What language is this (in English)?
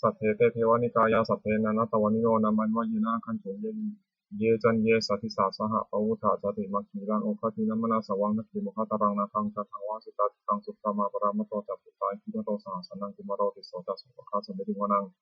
Pali